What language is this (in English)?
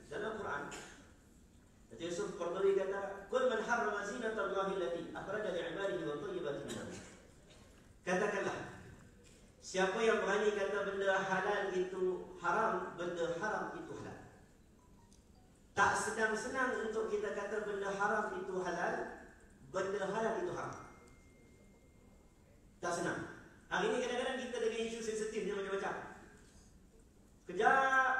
Malay